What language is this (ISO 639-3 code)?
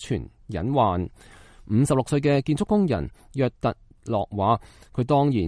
yue